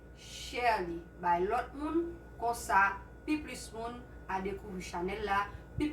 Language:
Haitian Creole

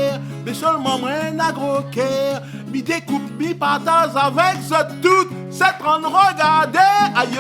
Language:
Réunion Creole French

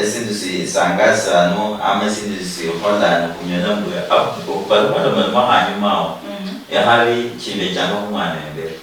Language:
Luyia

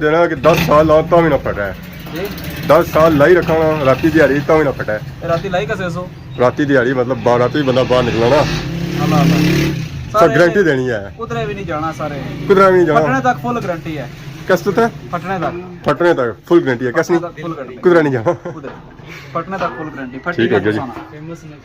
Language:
Pahari-Potwari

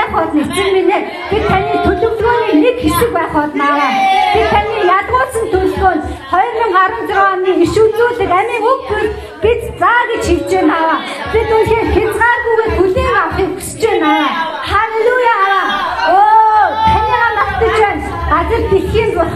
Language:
Mongolian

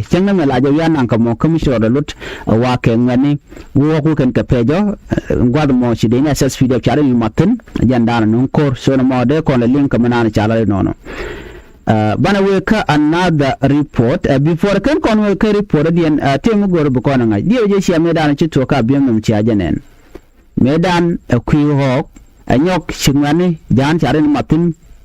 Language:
Nuer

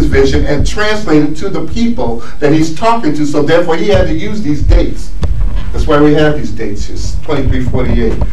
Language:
English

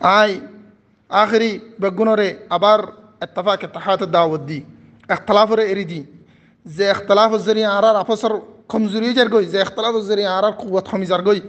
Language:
Rohingya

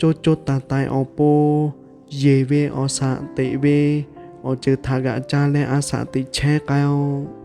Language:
Lahu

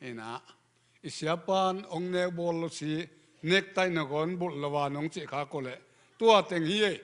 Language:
Tedim Chin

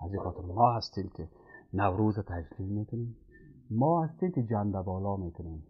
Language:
Persian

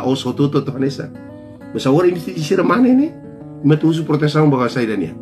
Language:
Tetum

